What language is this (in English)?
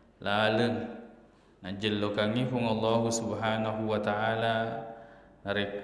Buginese